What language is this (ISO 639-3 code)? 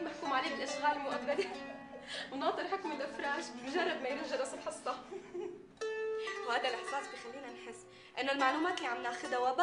apc